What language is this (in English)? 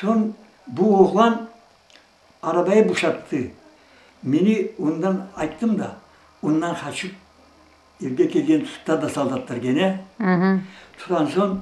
Crimean Tatar